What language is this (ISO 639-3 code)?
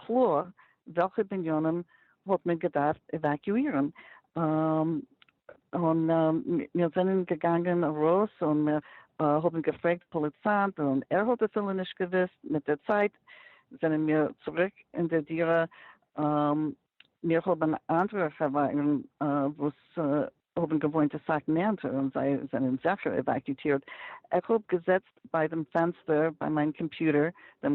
yid